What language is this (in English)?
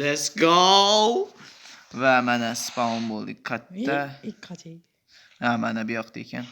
Uzbek